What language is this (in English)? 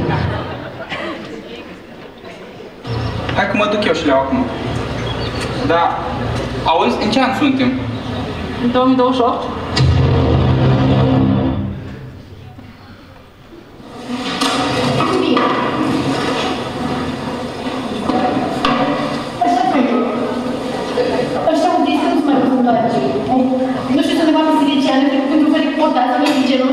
Romanian